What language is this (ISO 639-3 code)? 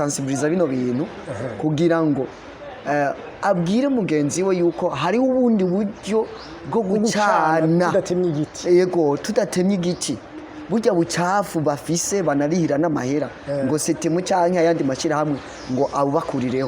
run